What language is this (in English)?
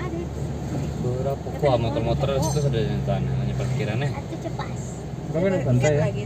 Minangkabau